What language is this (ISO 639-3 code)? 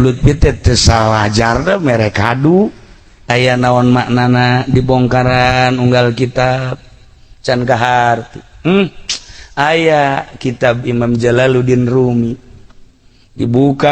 sun